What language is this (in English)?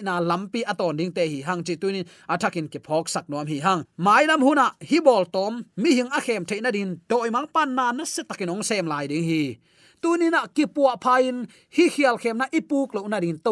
Tedim Chin